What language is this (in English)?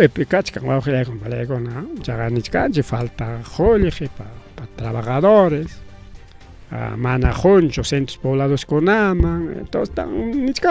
Ayacucho Quechua